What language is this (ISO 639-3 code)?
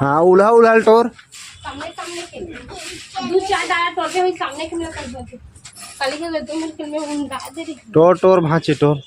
hne